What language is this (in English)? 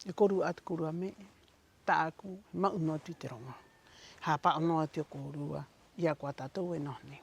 Rapanui